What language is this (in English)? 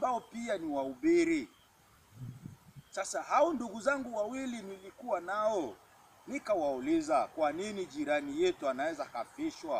Swahili